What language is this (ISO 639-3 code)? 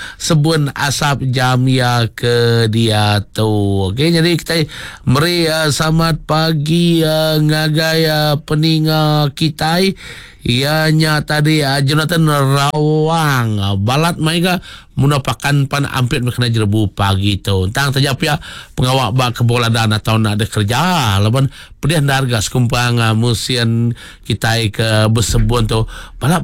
iba